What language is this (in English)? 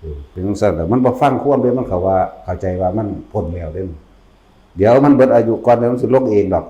Northeastern Thai